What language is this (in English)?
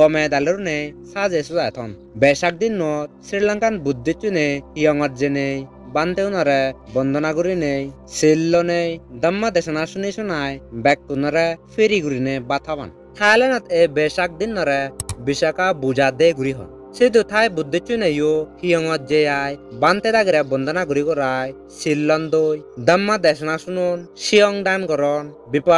Chakma